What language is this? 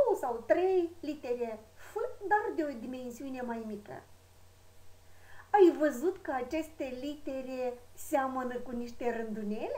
Romanian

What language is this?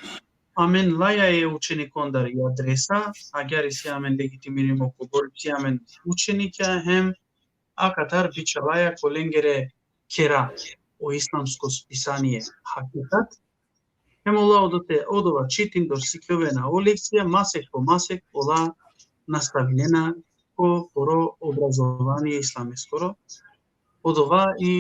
Balkan Romani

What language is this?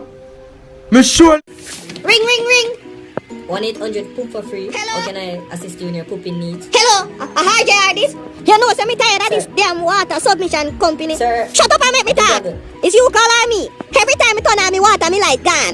Jamaican Creole English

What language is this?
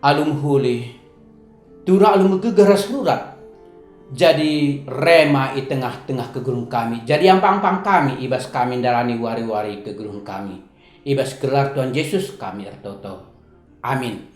Batak Karo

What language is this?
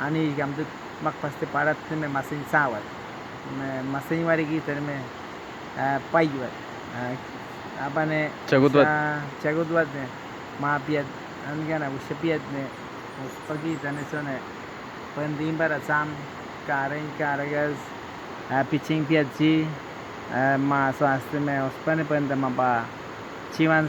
Awa-Cuaiquer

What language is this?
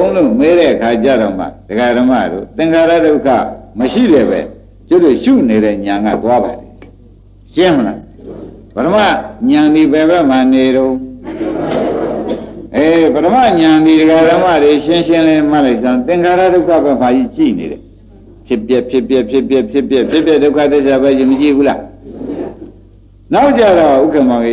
Burmese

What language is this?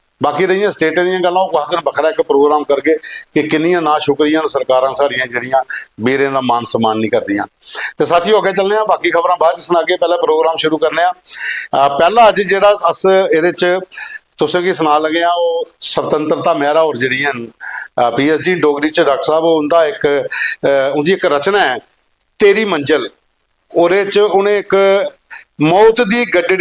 Dogri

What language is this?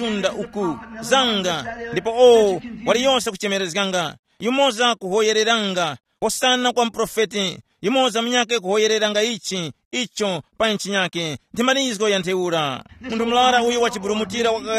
Tumbuka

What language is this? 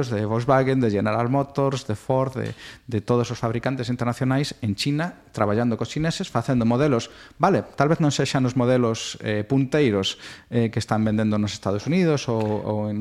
Galician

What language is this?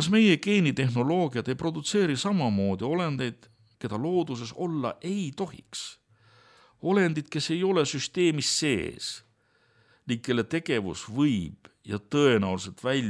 Estonian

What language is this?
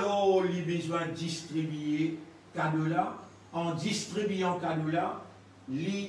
Morisyen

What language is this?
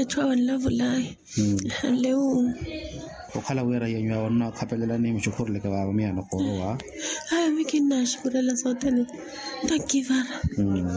Makhuwa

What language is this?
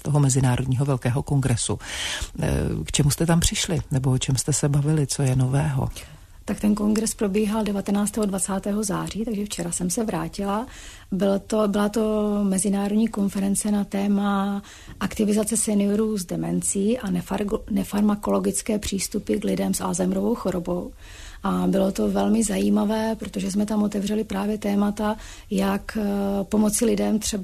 Czech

